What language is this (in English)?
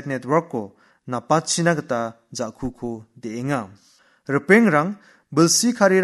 Garo